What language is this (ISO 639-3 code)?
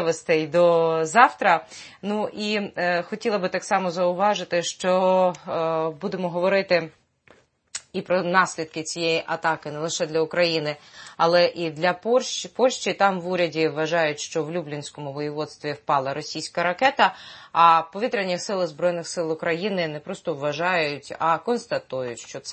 ukr